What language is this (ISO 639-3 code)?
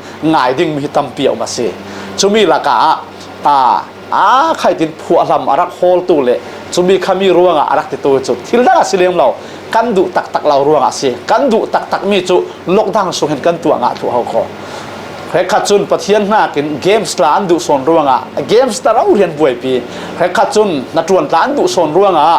cfm